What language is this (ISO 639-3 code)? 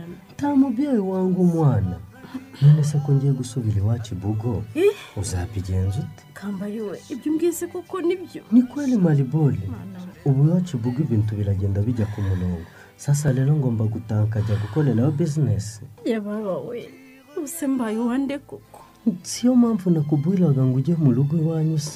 kin